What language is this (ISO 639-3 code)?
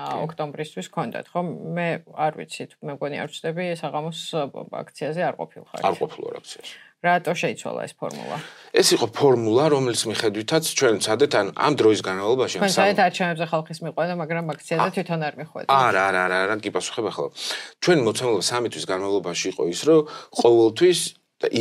kat